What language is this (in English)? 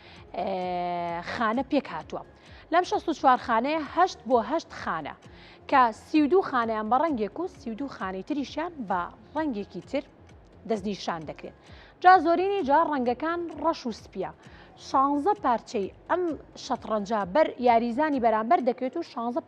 Central Kurdish